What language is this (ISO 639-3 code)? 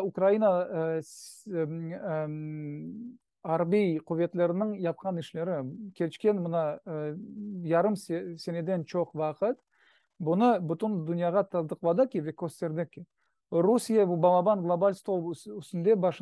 crh